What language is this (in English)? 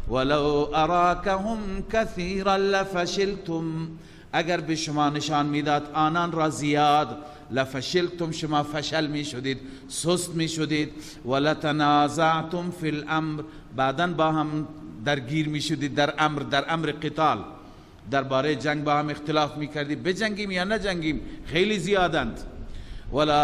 Persian